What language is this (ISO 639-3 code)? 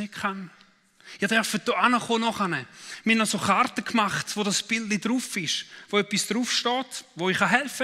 gsw